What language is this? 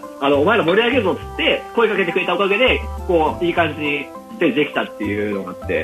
Japanese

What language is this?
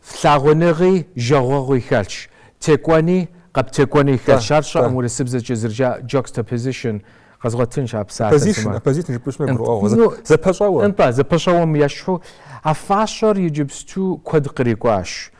Kabardian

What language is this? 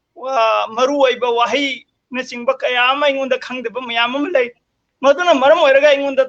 Manipuri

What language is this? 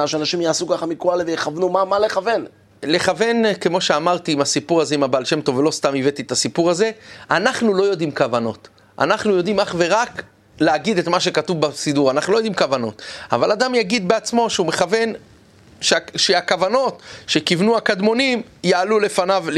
Hebrew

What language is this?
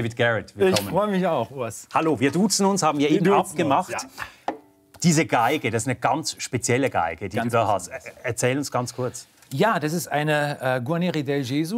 German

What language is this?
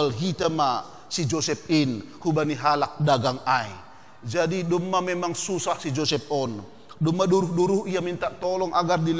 Batak Simalungun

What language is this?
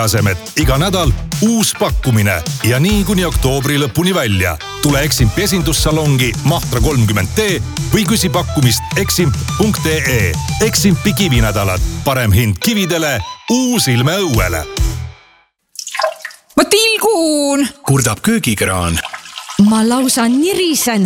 Estonian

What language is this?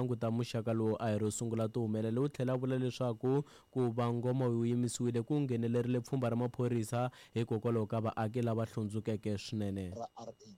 Tsonga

